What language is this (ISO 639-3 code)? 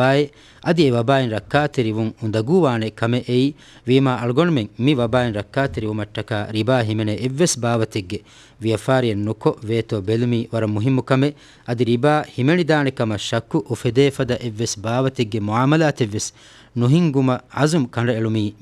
div